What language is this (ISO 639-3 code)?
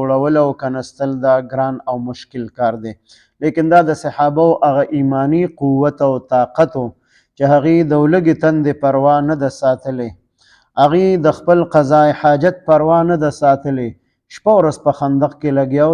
pus